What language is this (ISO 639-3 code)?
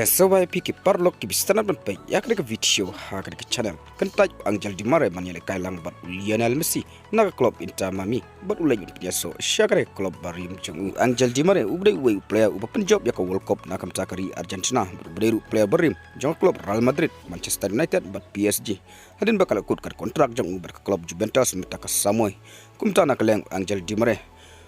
kha